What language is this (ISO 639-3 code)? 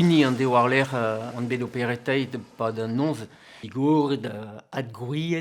bre